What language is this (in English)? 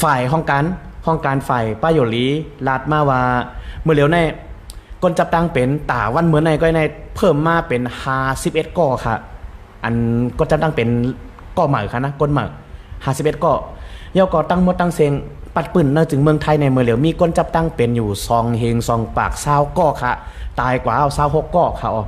Shan